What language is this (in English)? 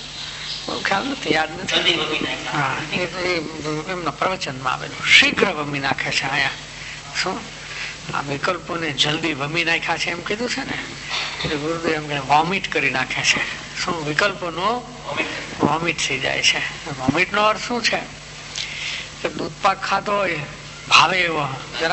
Gujarati